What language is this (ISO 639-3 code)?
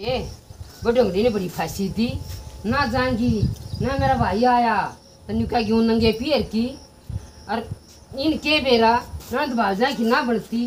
bgc